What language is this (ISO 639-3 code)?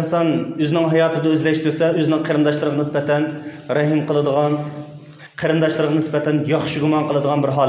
uig